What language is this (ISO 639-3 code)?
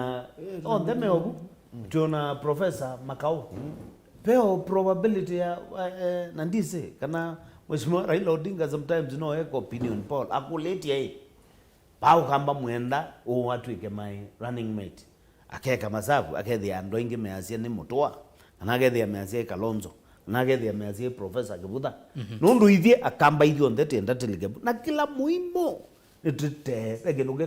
kam